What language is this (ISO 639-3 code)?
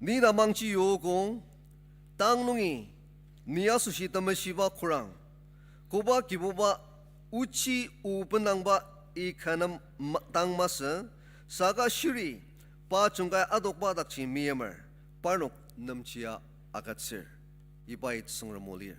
njo